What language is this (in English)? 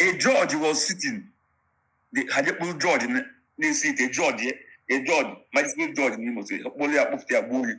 Igbo